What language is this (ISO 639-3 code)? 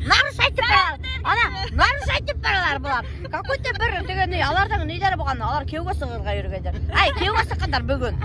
bak